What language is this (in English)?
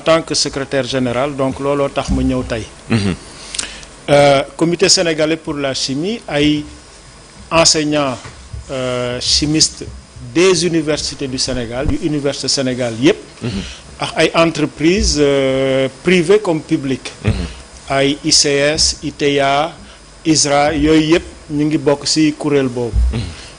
Wolof